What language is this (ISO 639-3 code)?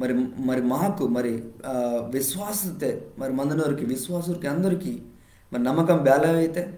kff